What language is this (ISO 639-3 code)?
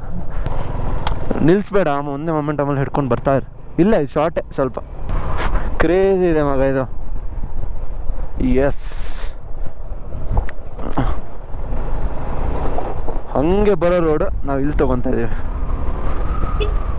kan